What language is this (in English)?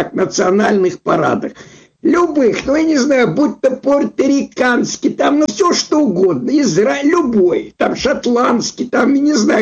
Russian